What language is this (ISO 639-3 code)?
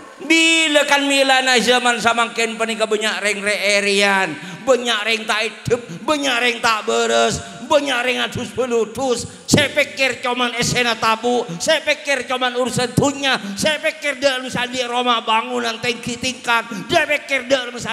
mad